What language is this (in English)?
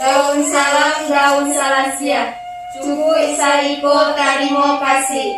Minangkabau